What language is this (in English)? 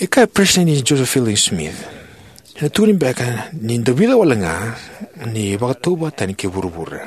Fijian